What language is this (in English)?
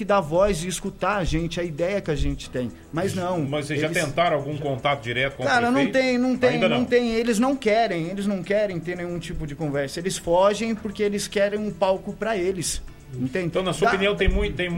Portuguese